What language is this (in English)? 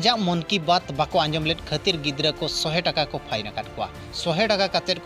Santali